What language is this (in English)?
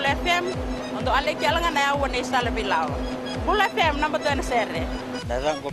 Fijian